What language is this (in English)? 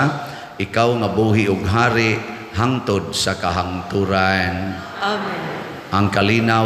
Cebuano